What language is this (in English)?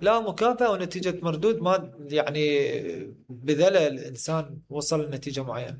Mesopotamian Arabic